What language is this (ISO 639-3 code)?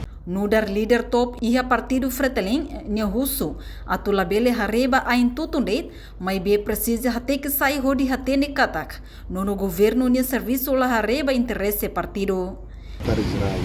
tet